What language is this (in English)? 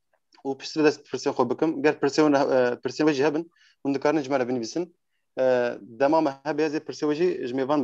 Kurdish